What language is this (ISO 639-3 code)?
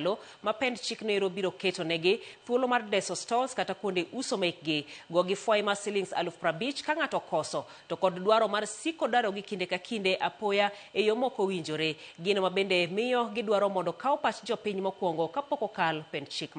luo